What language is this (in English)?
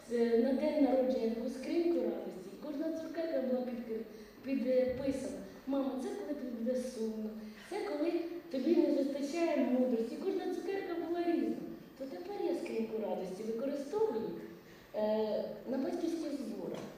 Ukrainian